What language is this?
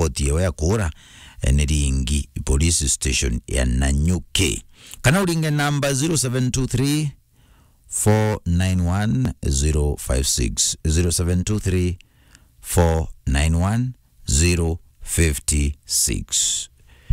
Meru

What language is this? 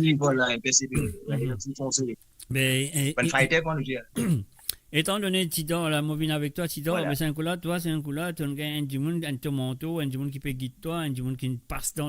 Morisyen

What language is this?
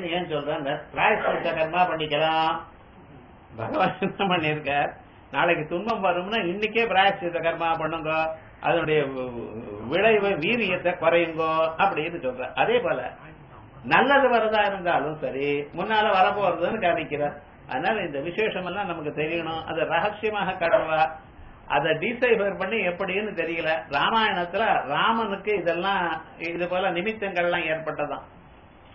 Tamil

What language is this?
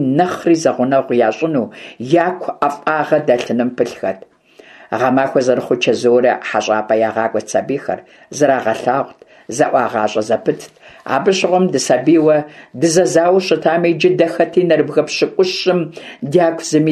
Kabardian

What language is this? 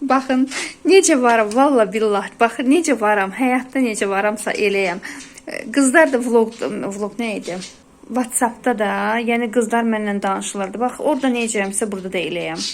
Azerbaijani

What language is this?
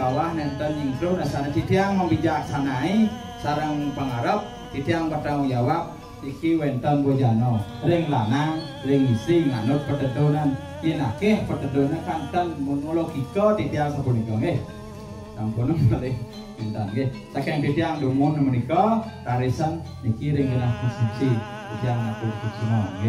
Balinese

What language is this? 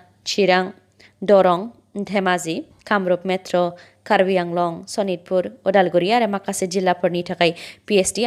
Bodo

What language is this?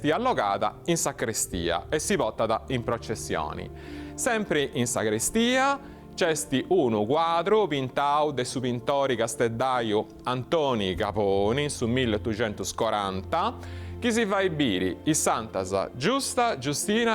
Sardinian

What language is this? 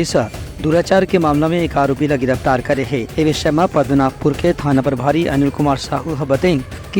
Chhattisgarhi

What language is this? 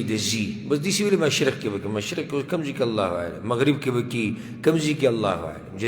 Pashto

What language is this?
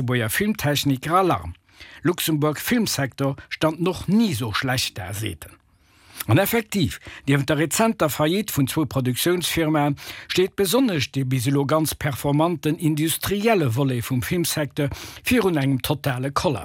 Luxembourgish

